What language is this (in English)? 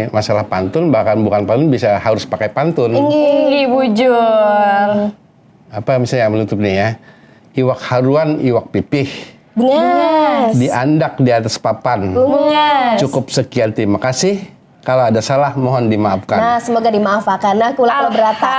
Banjar